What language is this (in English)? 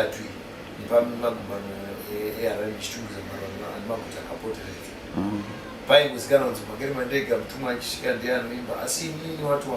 Shona